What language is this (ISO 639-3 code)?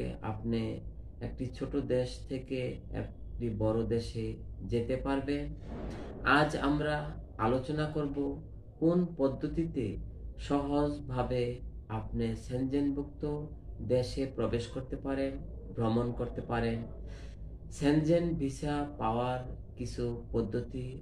ben